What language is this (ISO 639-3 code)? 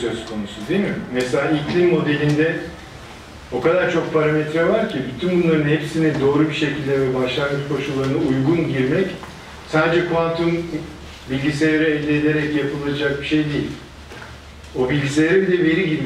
tur